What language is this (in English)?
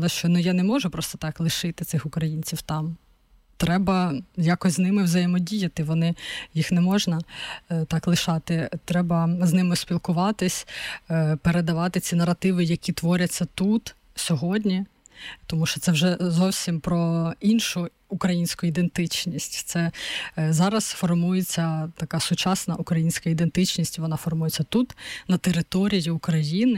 Ukrainian